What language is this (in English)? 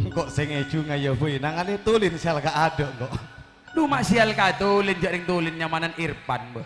Madurese